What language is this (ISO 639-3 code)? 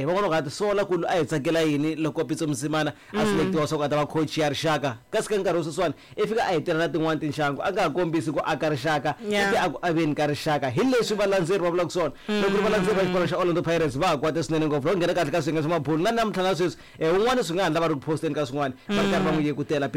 tso